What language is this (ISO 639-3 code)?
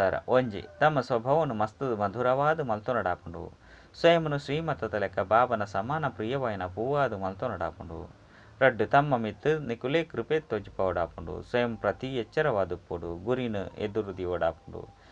tcy